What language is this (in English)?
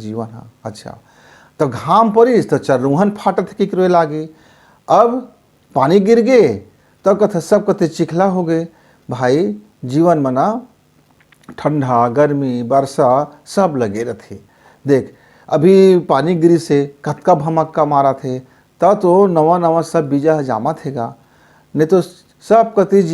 Chhattisgarhi